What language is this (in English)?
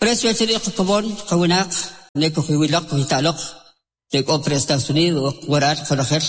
Kʼicheʼ